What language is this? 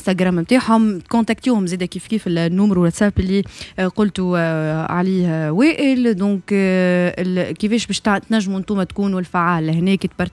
Tunisian Arabic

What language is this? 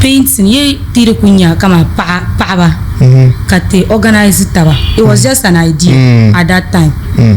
Dagbani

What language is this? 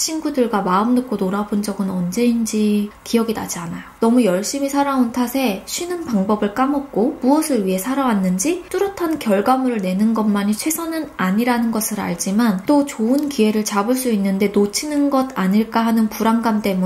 Korean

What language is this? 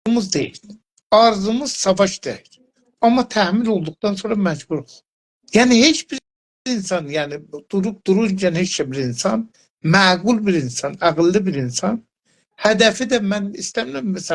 South Azerbaijani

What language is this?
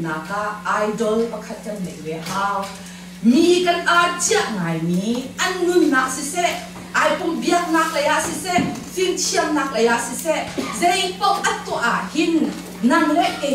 Hakha Chin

